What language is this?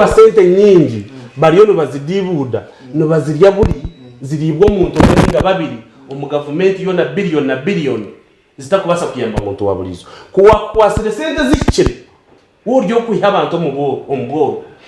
Nyankole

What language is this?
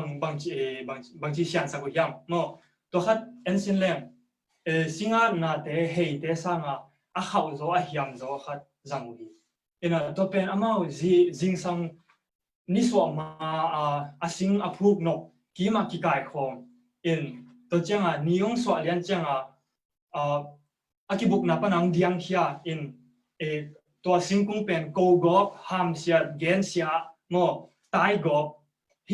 Tedim Chin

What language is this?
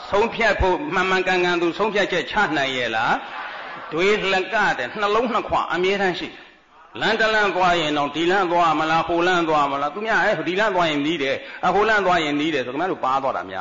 Burmese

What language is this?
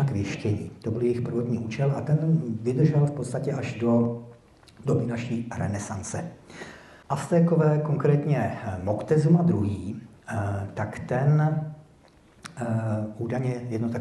Czech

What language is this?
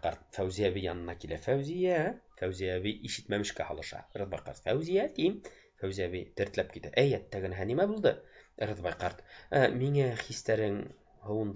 Bashkir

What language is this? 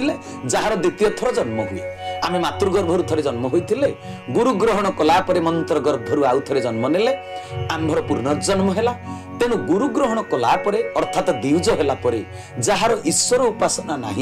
Odia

